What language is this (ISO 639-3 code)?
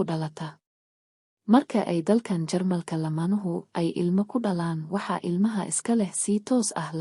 som